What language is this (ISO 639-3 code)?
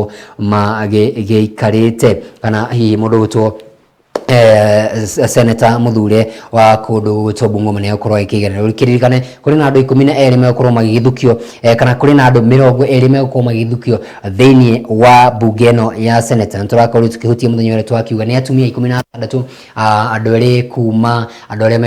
kik